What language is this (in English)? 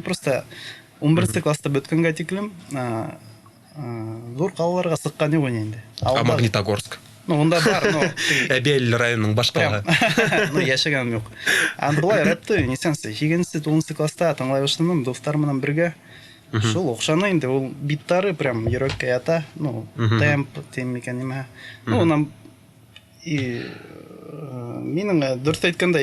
Bashkir